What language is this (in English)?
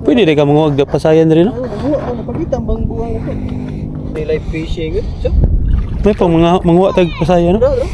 Cebuano